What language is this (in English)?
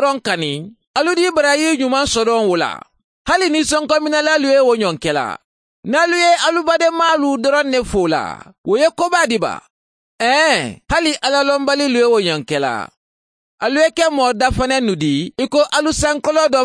Mandingo